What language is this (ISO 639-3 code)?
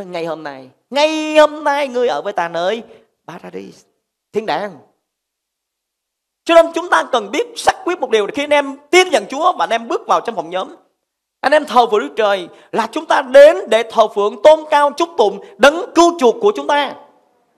vie